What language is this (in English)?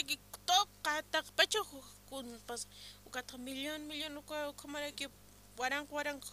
Aymara